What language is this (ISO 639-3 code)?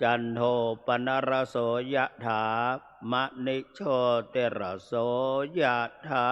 pli